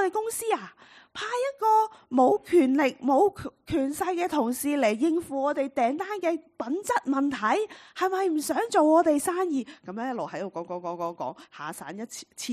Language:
Cantonese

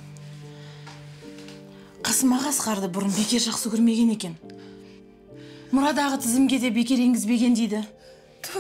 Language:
Kazakh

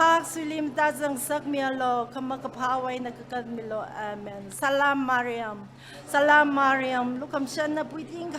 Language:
Tangkhul Naga (India)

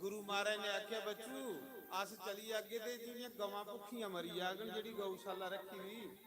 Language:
Dogri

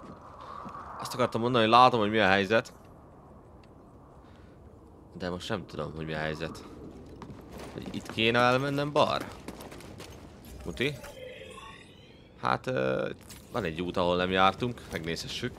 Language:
Hungarian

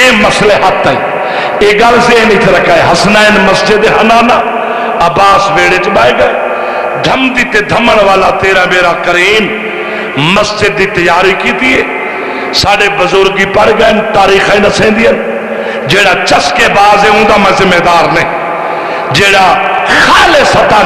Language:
Saraiki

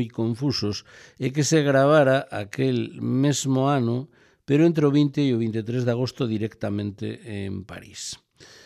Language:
Galician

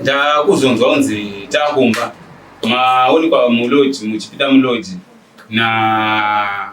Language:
Shona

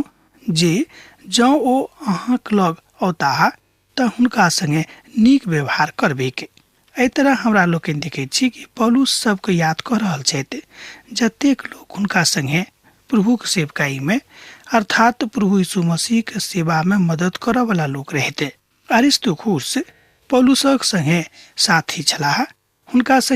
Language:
Maithili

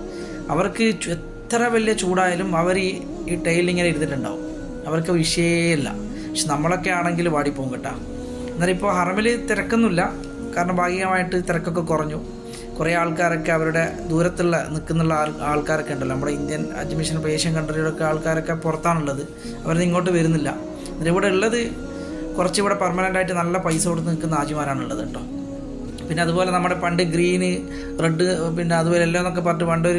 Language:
Malayalam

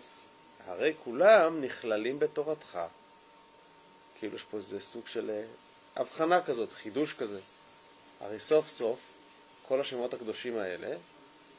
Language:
Hebrew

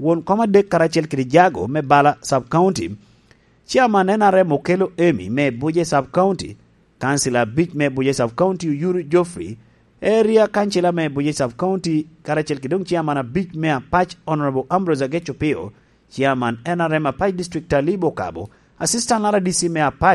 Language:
Lango (Uganda)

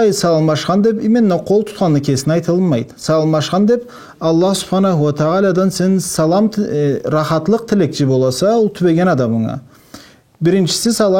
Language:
Karachay-Balkar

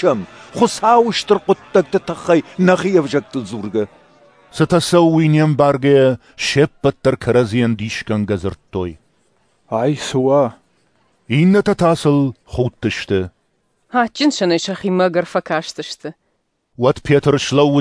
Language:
Ossetic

